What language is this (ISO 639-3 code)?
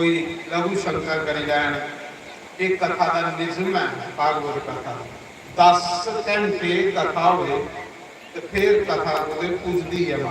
doi